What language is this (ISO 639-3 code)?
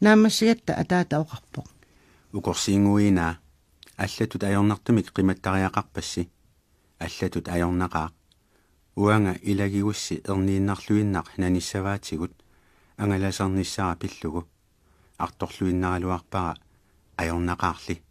kal